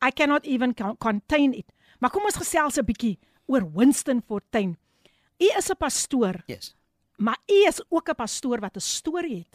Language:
Afrikaans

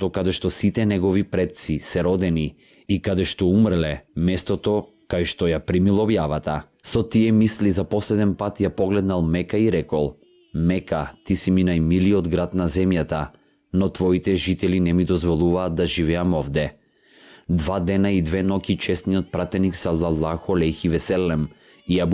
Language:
Macedonian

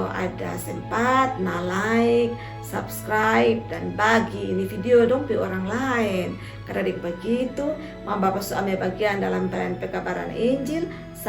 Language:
Kupang Malay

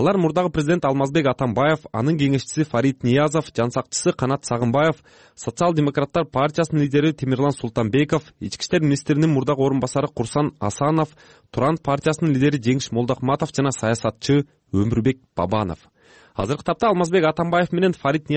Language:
Kyrgyz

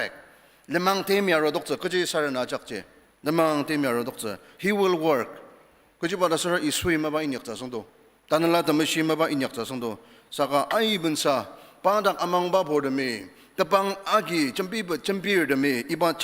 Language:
Ao Naga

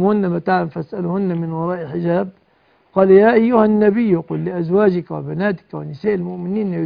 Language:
Arabic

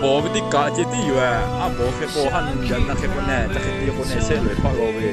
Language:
Lahu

